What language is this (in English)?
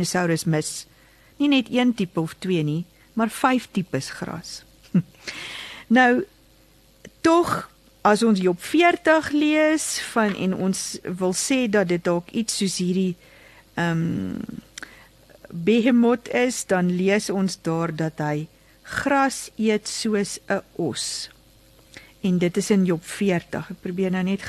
Afrikaans